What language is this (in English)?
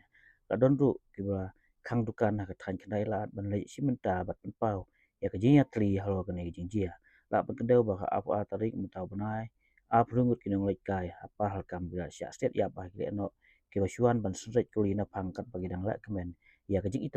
Khasi